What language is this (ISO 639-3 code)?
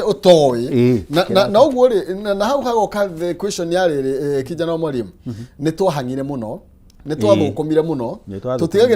kik